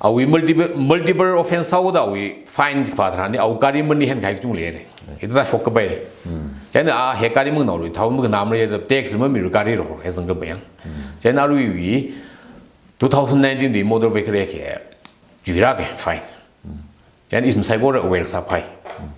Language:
Tangkhul Naga (India)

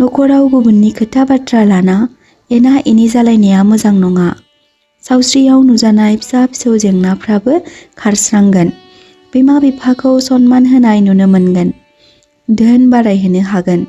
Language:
Bodo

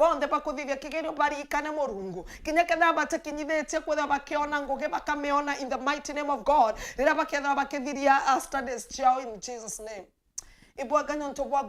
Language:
Meru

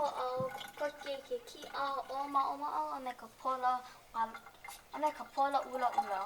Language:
Hawaiian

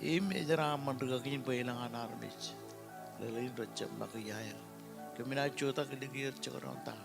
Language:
Marshallese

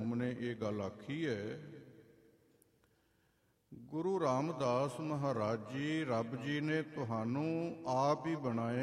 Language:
Punjabi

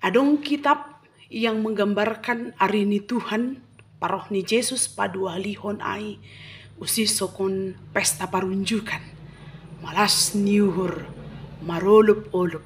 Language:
Batak Simalungun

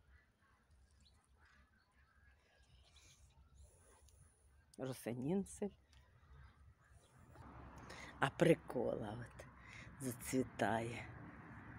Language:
Ukrainian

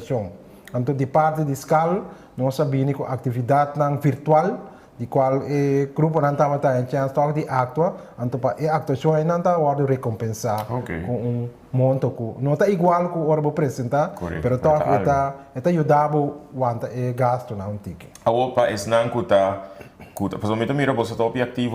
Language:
Papiamento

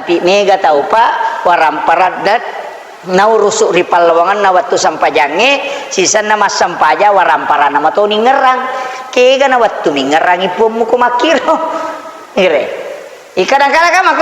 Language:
Buginese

